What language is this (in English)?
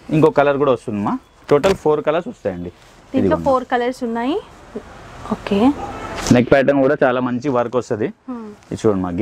Telugu